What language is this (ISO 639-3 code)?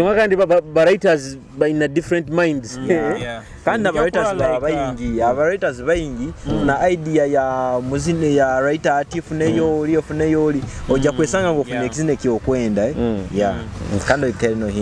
nyo